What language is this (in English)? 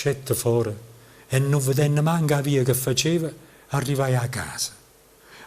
Neapolitan